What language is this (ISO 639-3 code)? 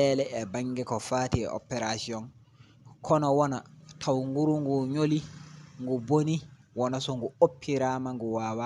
ful